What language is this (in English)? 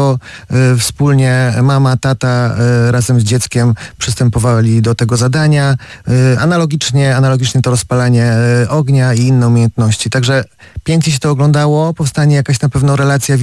Polish